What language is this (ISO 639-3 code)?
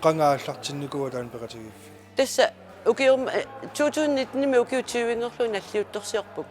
kal